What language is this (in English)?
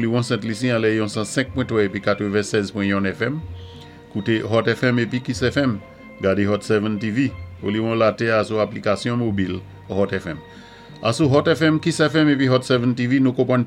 Saint Lucian Creole French